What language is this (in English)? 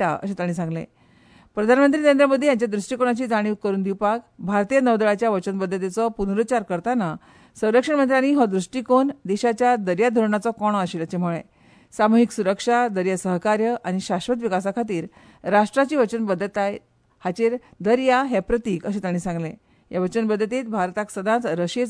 Konkani